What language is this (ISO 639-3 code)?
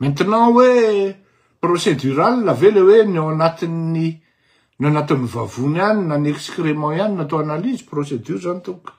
mlg